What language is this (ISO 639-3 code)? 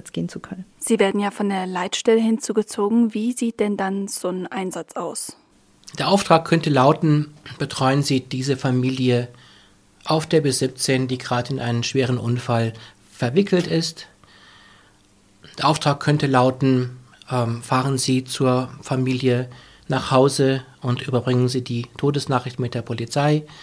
deu